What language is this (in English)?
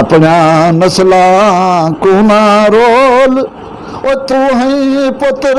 Saraiki